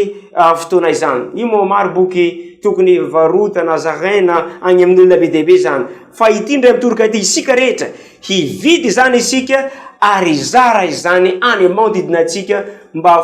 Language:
Malagasy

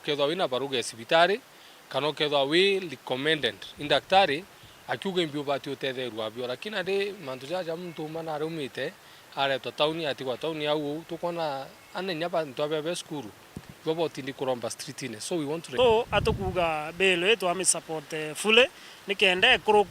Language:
Meru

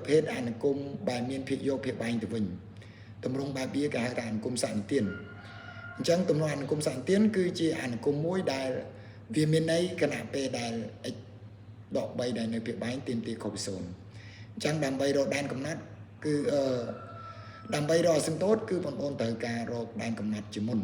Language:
Khmer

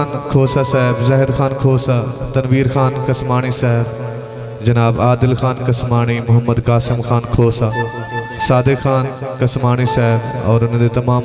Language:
Saraiki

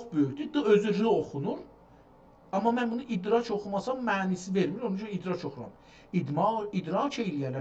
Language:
South Azerbaijani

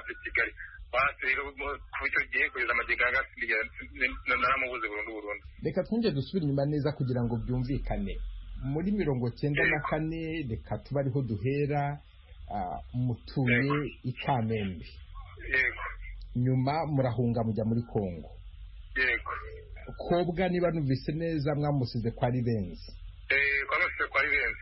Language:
Kinyarwanda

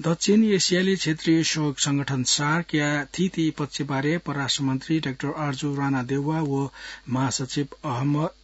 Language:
Newari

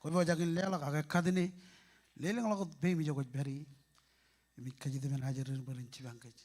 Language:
Marshallese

